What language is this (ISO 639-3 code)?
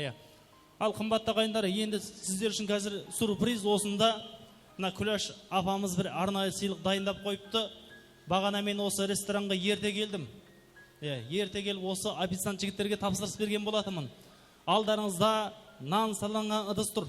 kaa